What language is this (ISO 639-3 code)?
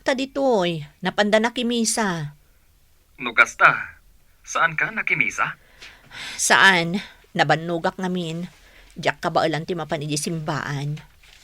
ilo